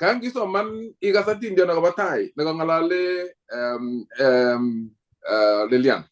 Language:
Kalenjin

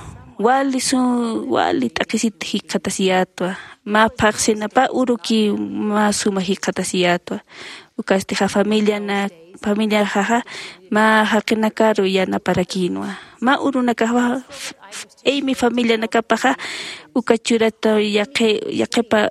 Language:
Aymara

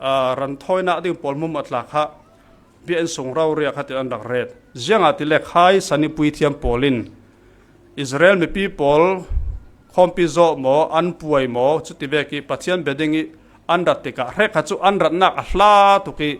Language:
Falam Chin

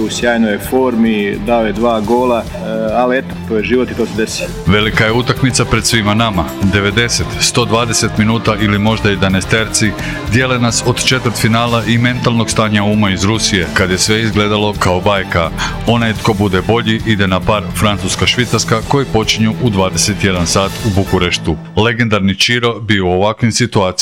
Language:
Croatian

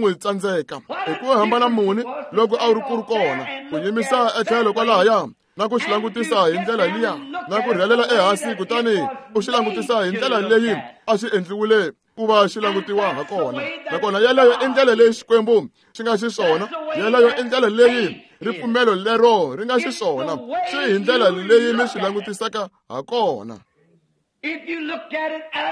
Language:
Tsonga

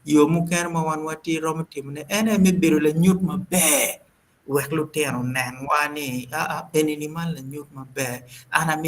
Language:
Acoli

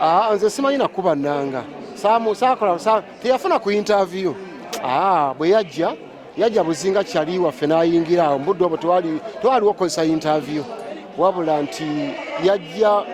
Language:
Ganda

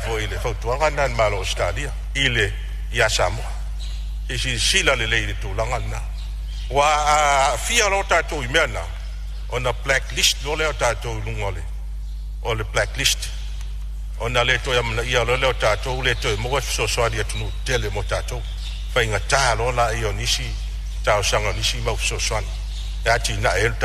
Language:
Samoan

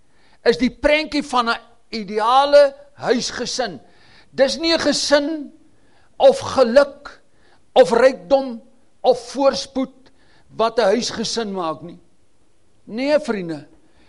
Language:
Afrikaans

